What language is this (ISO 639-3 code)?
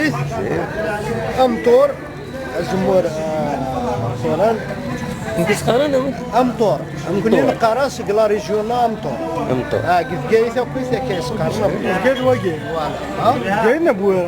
kab